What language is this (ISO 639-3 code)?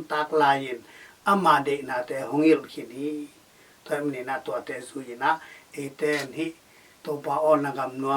ctd